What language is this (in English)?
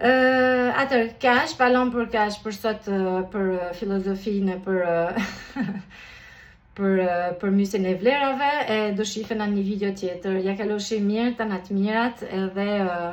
Albanian